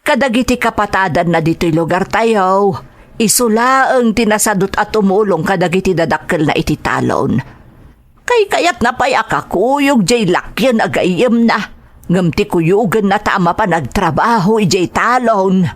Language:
Iloko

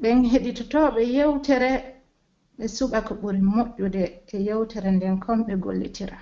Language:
Pular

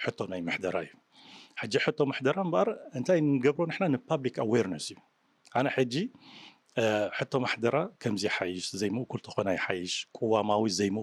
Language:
Tigrinya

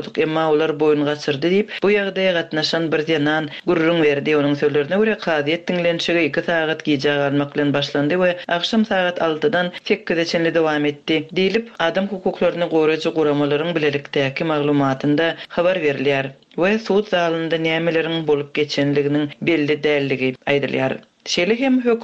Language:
Turkmen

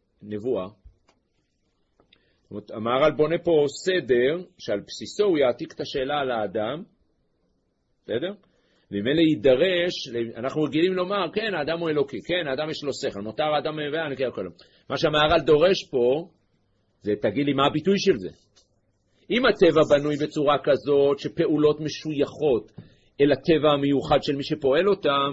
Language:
Hebrew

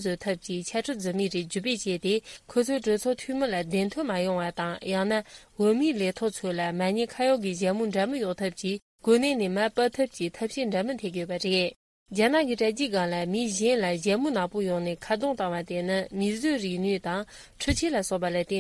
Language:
Tibetan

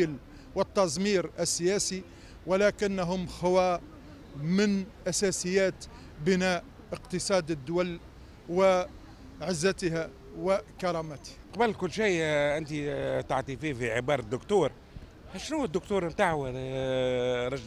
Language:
Tunisian Arabic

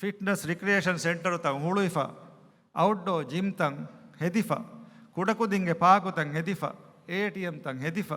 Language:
Divehi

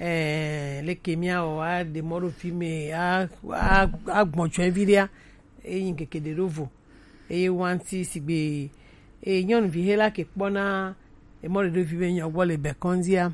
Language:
Gen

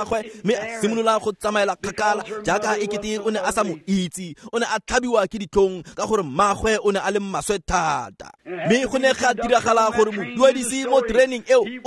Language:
Tswana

